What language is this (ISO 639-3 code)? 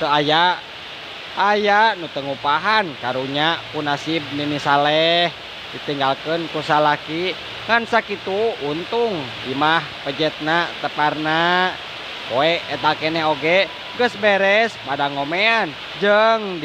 sun